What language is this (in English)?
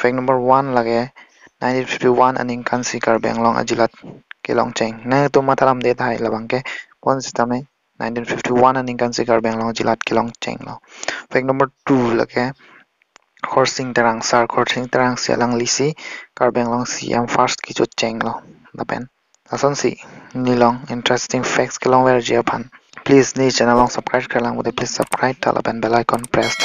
Karbi